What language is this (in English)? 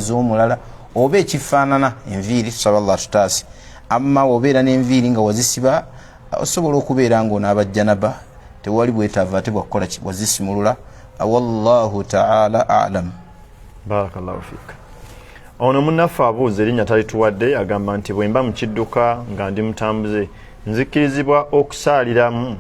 Ganda